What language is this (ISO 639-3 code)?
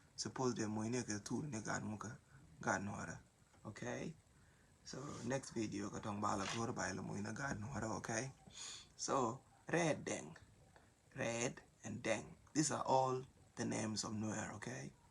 nus